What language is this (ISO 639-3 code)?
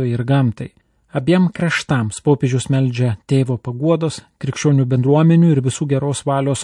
lit